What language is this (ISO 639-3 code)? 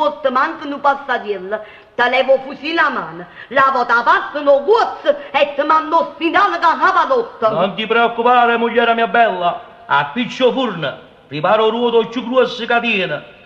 nap